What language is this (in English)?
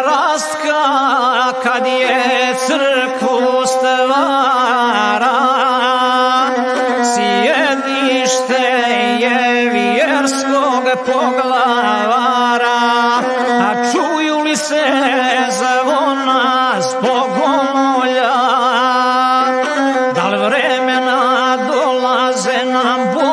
Serbian